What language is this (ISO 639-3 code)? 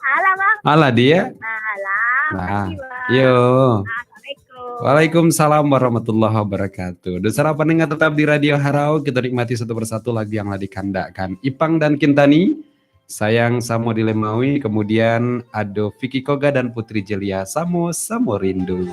min